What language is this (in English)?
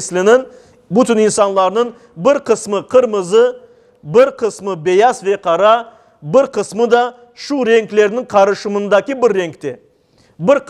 Crimean Tatar